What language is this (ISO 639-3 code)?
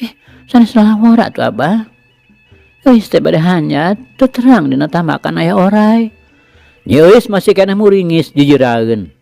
sun